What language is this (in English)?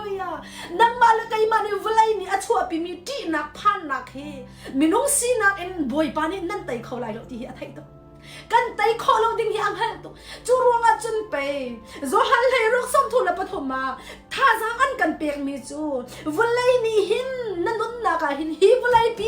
Hakha Chin